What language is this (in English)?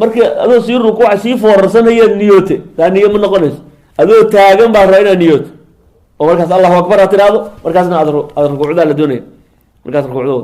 Somali